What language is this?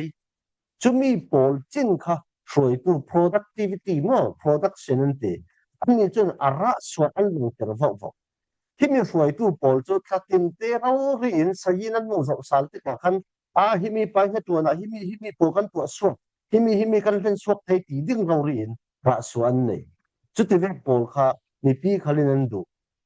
Falam Chin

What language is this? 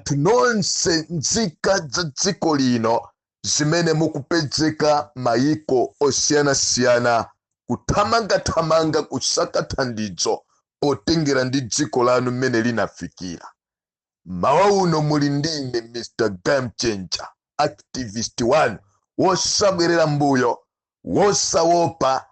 Nyanja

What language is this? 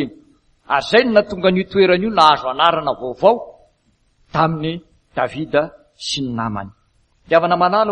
Malagasy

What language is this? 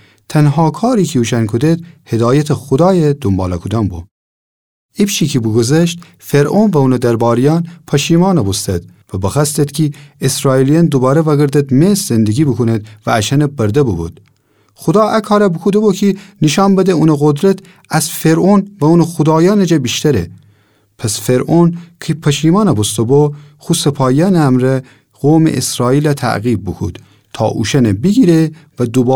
Gilaki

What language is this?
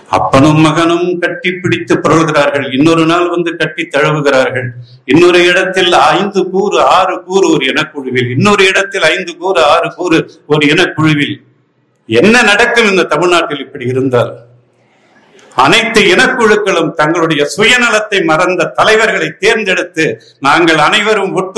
Tamil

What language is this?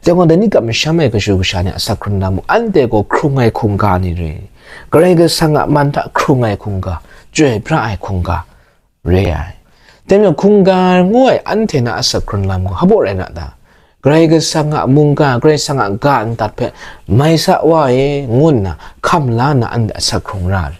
Kachin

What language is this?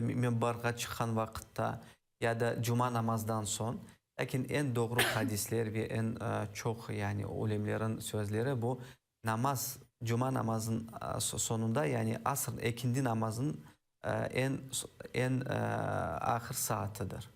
Crimean Tatar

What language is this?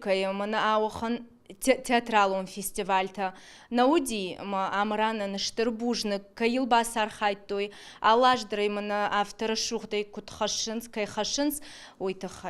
Ossetic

